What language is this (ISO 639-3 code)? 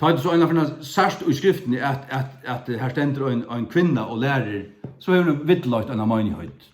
fao